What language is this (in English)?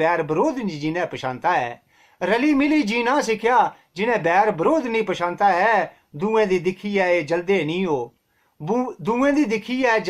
Dogri